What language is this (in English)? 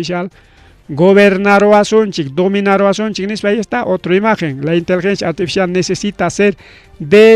Ayacucho Quechua